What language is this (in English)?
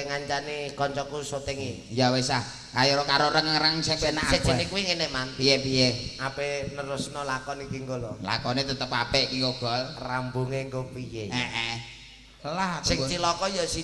Javanese